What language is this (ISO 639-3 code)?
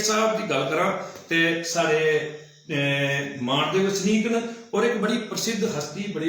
doi